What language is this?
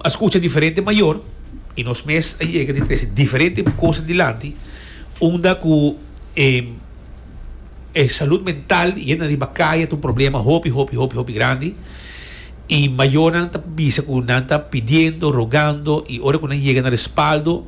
Papiamento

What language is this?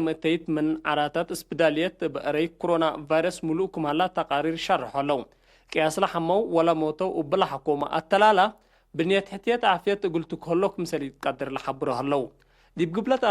Tigre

